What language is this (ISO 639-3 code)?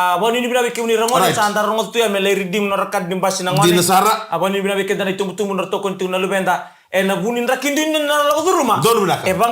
fij